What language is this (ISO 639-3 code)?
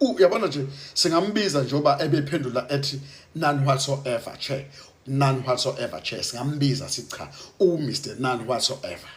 zul